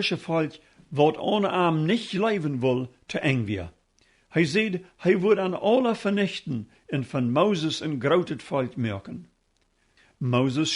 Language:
Plautdietsch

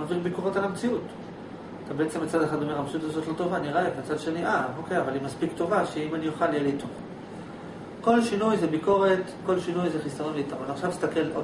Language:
Hebrew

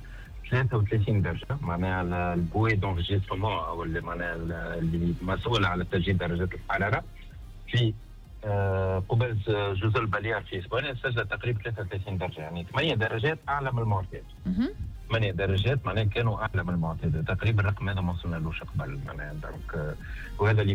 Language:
Tunisian Arabic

